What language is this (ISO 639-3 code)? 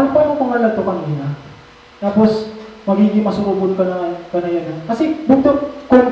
war